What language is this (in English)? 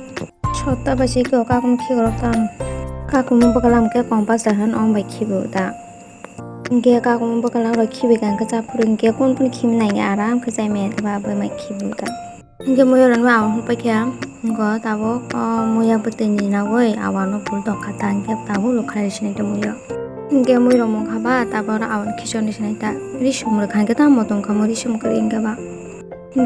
Kok Borok